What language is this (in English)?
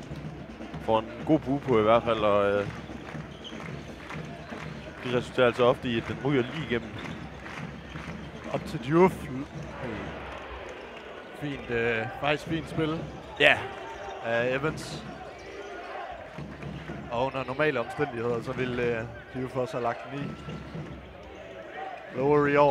Danish